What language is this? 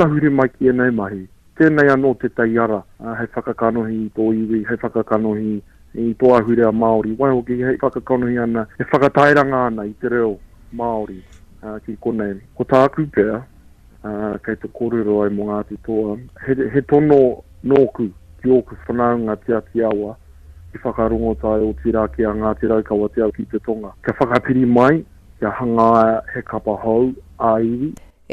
Māori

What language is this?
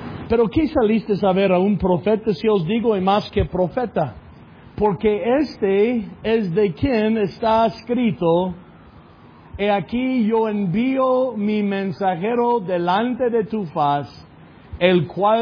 Spanish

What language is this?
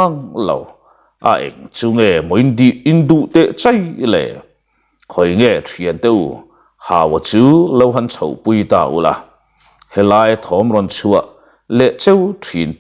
Mizo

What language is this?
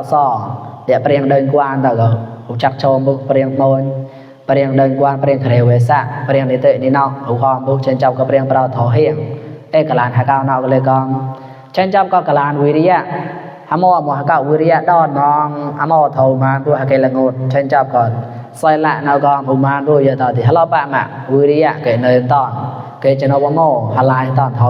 Mon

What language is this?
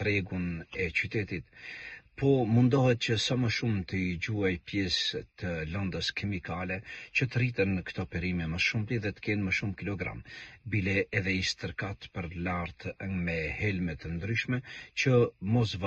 Albanian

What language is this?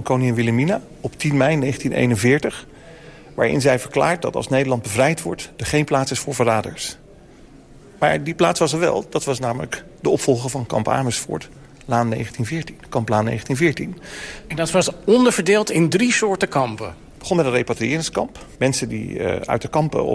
Dutch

